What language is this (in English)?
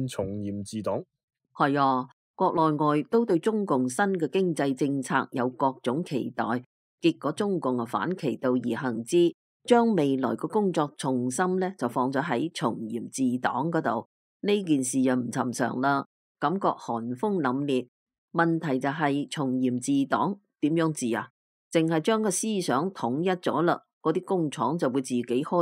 Cantonese